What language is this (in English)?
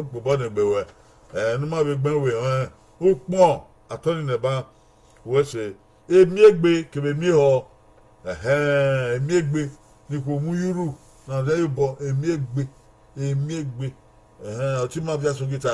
Bini